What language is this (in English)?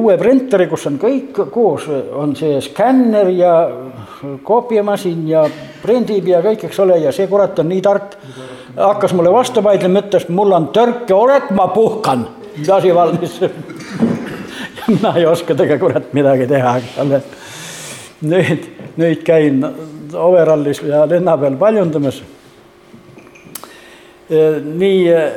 Estonian